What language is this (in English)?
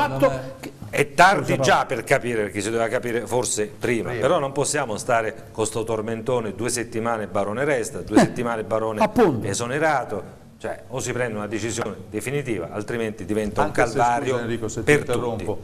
Italian